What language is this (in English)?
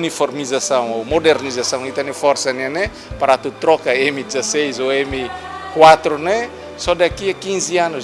Tetum